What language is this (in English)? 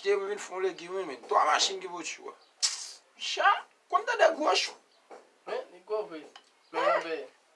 Haitian Creole